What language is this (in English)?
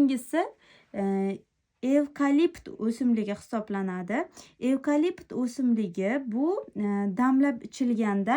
Uzbek